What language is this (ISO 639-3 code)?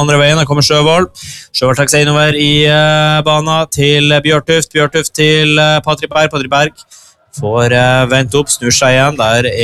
nor